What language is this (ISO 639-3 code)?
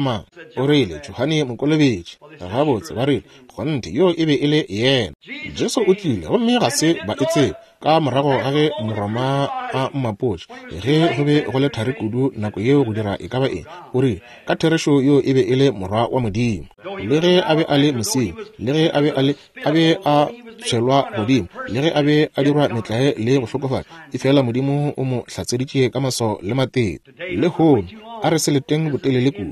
nso